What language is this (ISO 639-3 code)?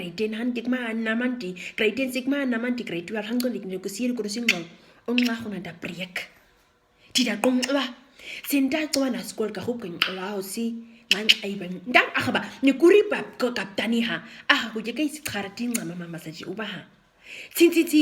naq